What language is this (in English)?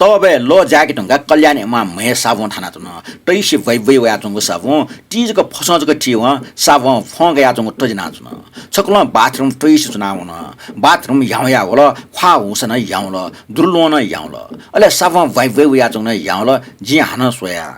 Newari